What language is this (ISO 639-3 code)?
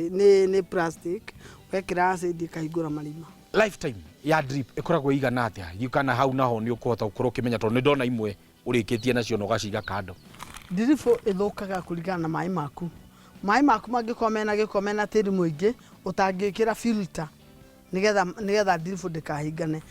kik